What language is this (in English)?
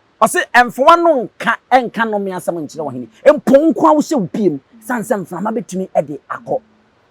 Akan